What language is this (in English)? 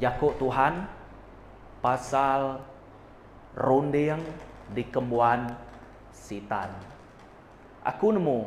Iban